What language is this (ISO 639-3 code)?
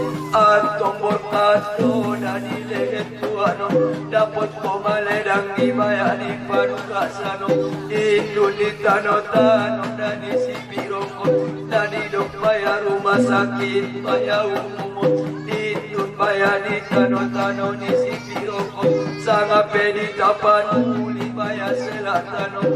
akb